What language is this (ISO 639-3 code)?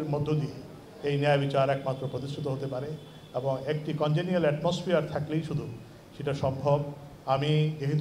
ben